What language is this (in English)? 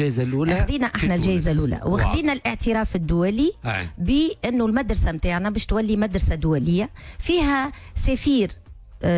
Tunisian Arabic